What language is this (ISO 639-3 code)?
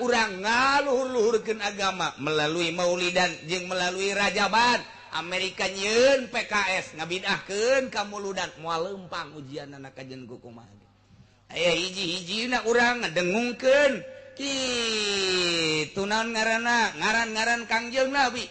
sun